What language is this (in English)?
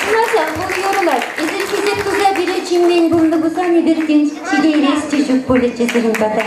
Chuvash